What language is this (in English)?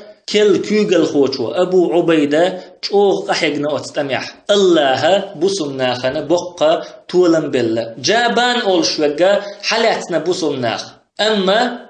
Chechen